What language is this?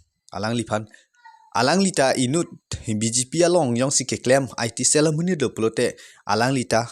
Karbi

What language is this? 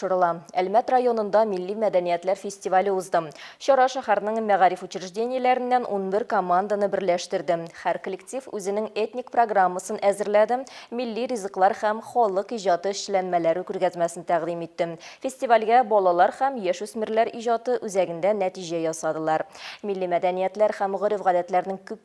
Tatar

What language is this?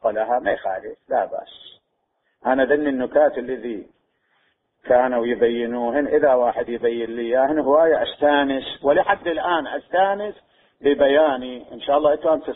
Mesopotamian Arabic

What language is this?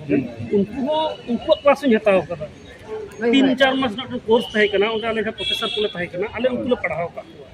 Santali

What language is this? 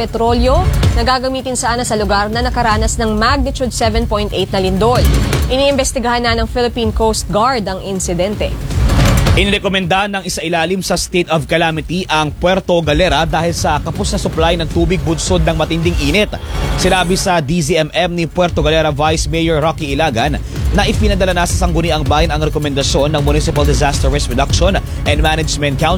Filipino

